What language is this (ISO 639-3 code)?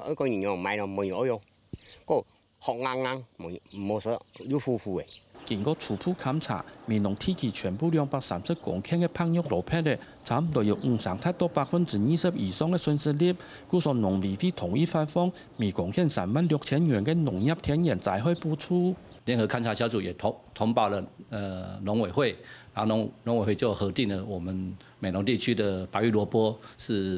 hak